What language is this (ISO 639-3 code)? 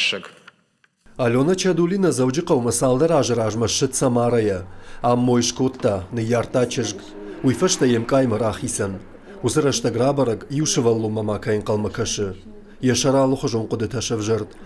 oss